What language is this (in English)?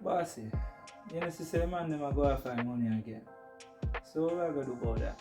Jamaican Creole English